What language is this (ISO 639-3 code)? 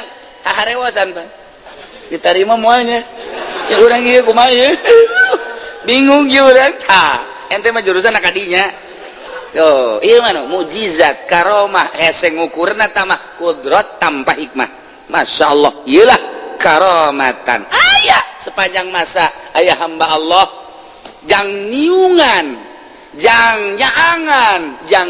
sun